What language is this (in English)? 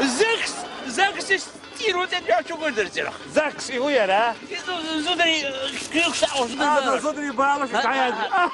Chechen